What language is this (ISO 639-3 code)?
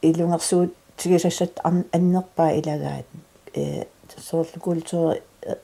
kal